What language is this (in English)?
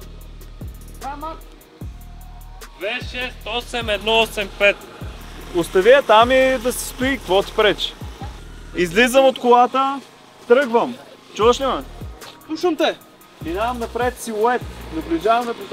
Bulgarian